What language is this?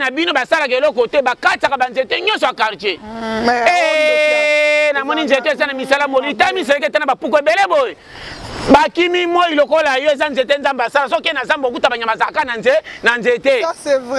Lingala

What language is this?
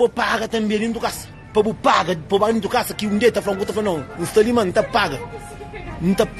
Kabuverdianu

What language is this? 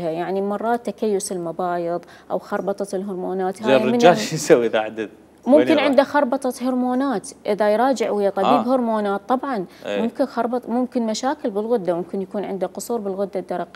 Mesopotamian Arabic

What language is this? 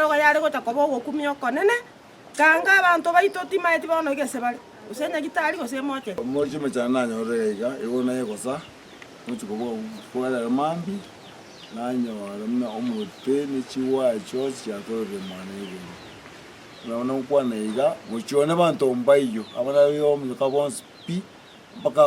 Gusii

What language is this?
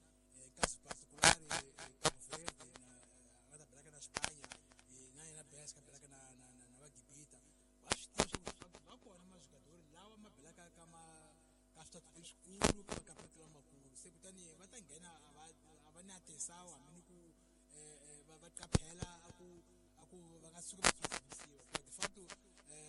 Tsonga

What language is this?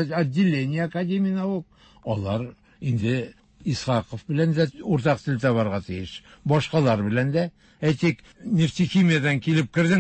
Tatar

